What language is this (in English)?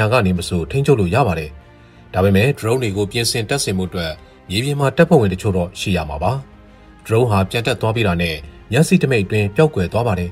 Burmese